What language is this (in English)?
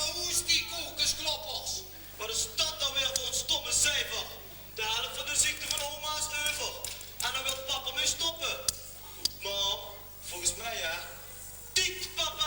Limburgish